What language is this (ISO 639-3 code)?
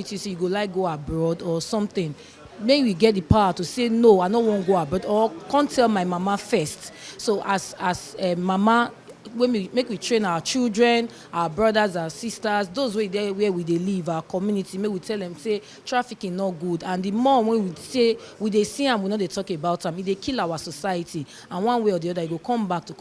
pcm